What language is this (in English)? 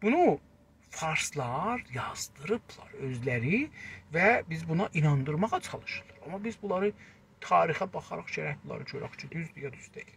South Azerbaijani